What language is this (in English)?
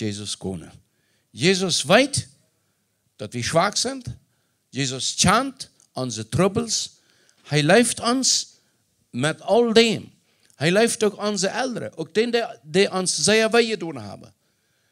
Plautdietsch